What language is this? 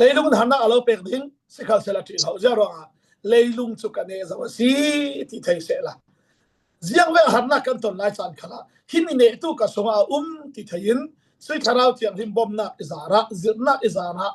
Falam Chin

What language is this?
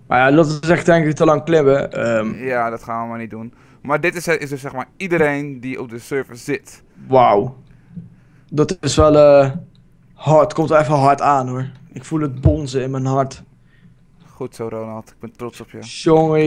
Dutch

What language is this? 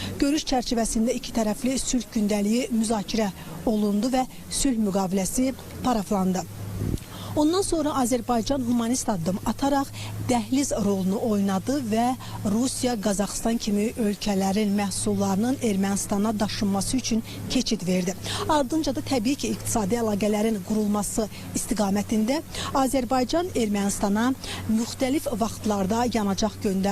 Azerbaijani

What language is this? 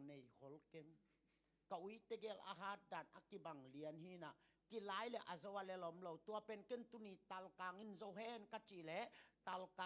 Tedim Chin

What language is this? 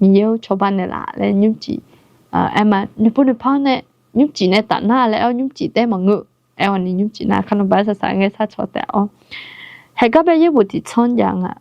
Akha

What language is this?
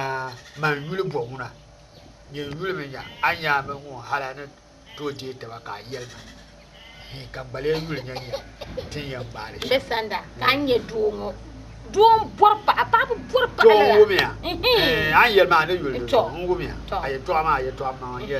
Dagbani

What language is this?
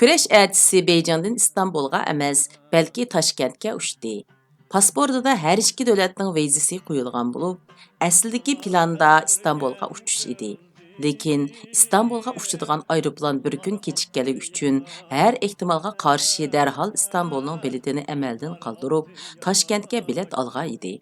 Uyghur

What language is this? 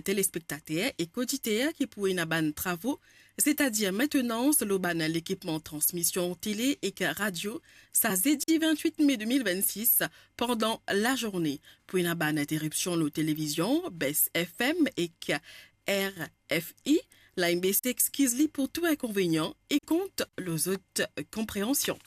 Morisyen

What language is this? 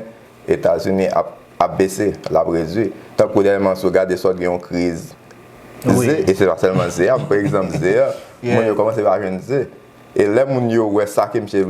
Haitian Creole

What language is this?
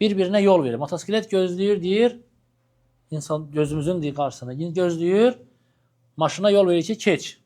Azerbaijani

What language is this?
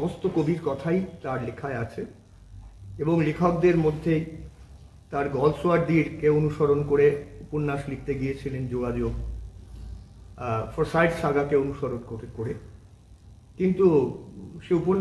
Bangla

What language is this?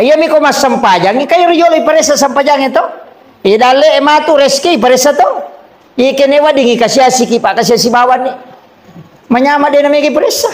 Buginese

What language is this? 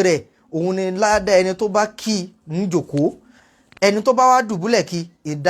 Yoruba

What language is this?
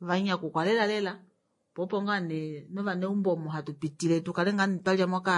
Kuanyama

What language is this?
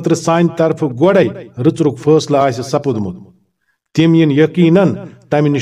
Kashmiri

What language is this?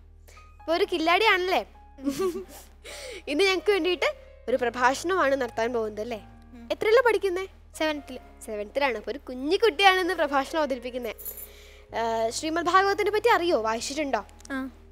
Malayalam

